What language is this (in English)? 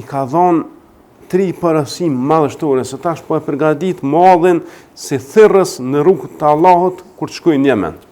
Albanian